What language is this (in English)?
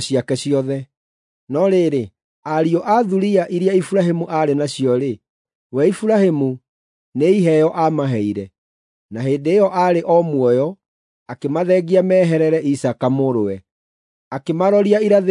Kikuyu